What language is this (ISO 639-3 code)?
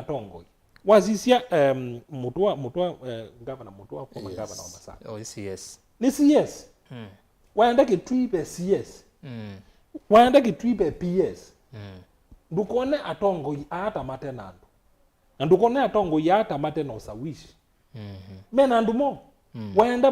kam